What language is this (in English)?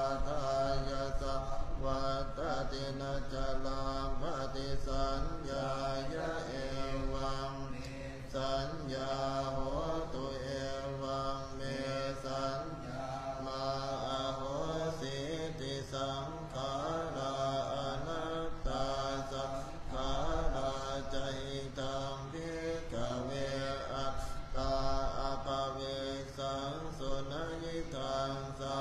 Pali